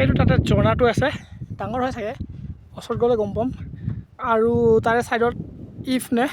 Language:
Assamese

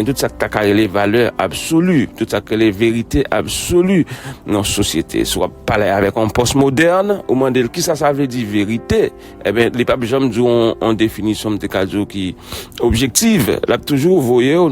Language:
Haitian Creole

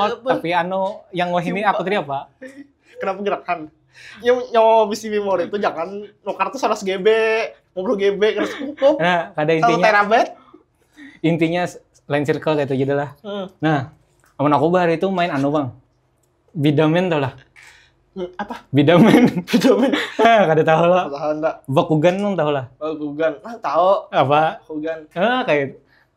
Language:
Banjar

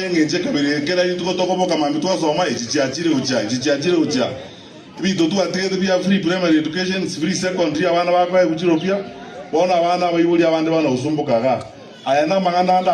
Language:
Gusii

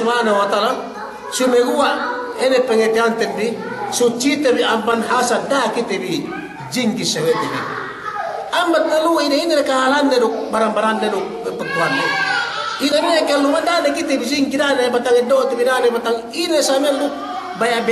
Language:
Yakan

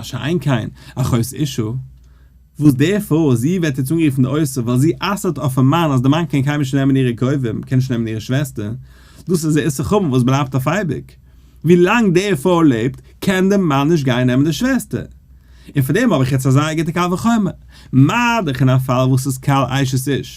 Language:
Yiddish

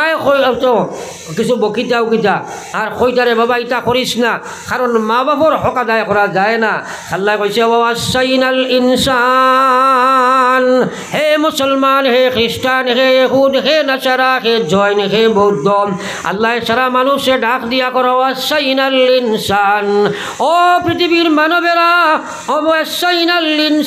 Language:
Sylheti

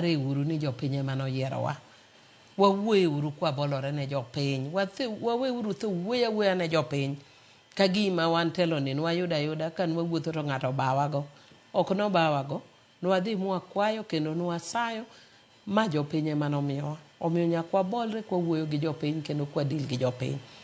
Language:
Luo (Kenya and Tanzania)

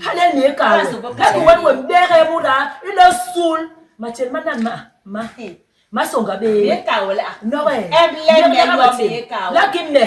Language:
Basaa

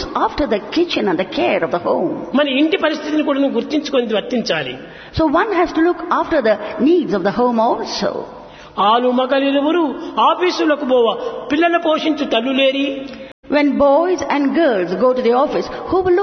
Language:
Telugu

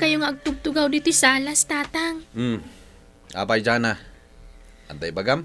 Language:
Iloko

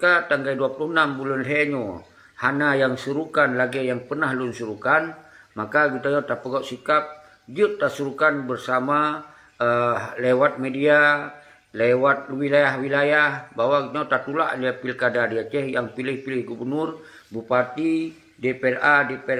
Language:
Achinese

